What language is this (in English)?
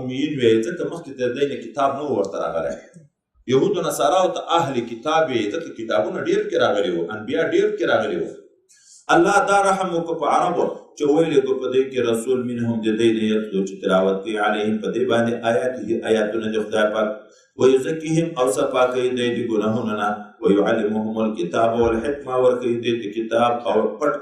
Pashto